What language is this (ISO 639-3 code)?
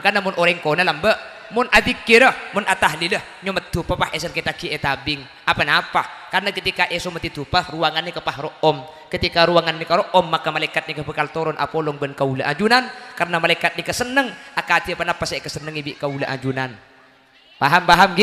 mad